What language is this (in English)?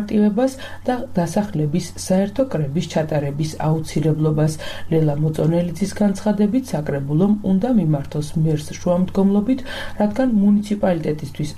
Georgian